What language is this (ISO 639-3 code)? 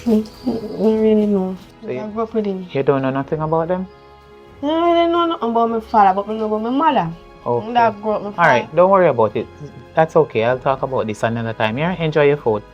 jam